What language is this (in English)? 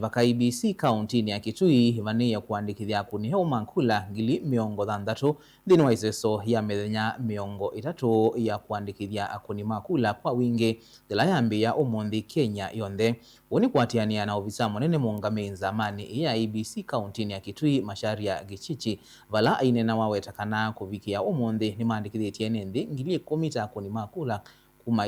Kamba